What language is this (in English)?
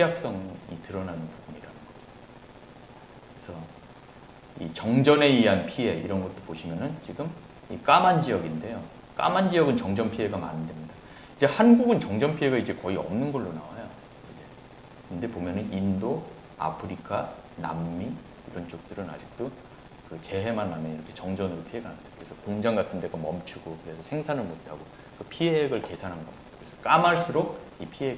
Korean